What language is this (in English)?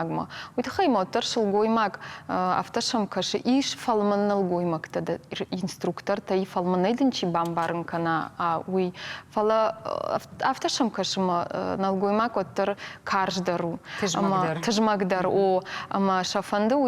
Ossetic